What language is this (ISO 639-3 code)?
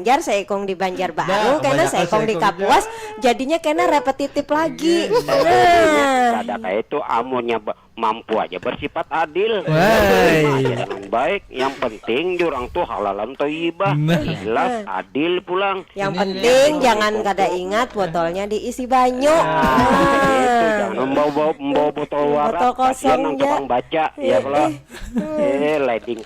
bjn